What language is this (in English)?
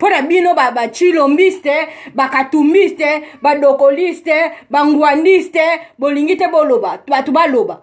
Lingala